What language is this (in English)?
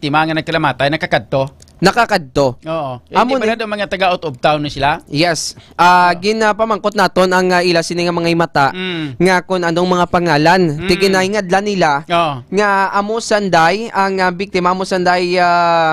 Hiligaynon